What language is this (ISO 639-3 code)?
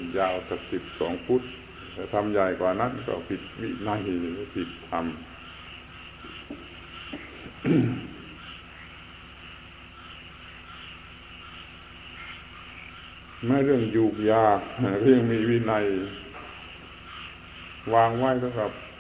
tha